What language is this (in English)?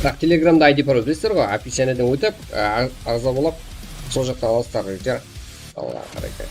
Kara-Kalpak